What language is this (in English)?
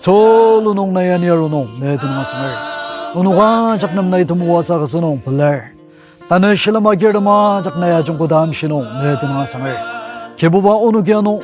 Ao Naga